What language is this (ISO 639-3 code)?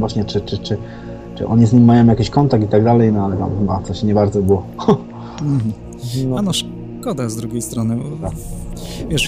pol